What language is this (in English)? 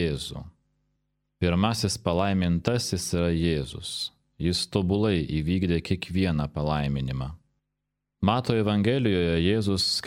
Lithuanian